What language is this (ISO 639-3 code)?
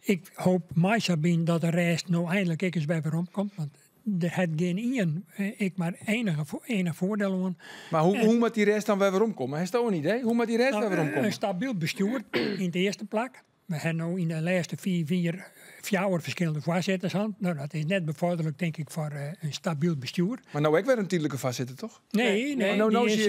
fry